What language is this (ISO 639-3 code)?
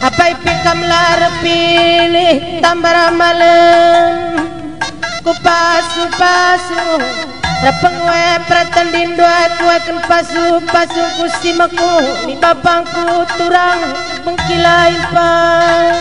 btx